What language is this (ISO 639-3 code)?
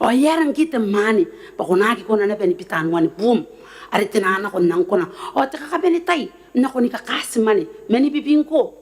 gil